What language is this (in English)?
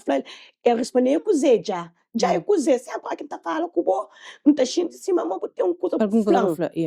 Kabuverdianu